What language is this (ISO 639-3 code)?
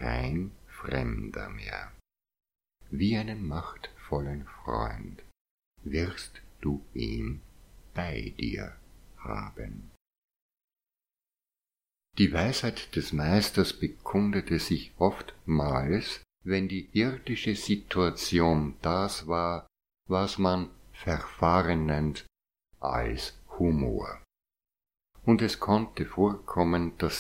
deu